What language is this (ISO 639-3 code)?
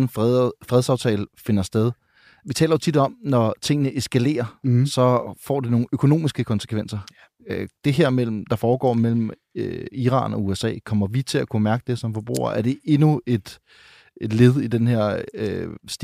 dan